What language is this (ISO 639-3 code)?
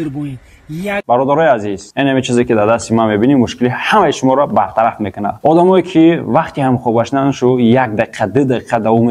tgk